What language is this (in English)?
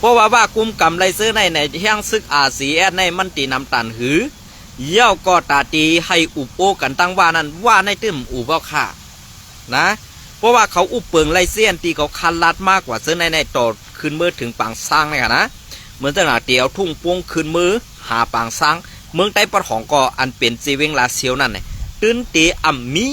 Shan